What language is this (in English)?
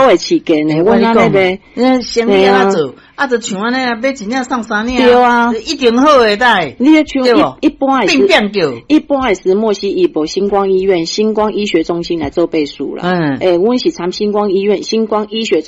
Min Nan Chinese